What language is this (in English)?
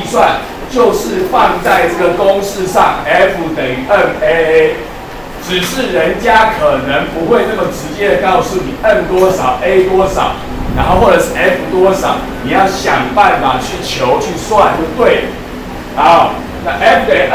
Chinese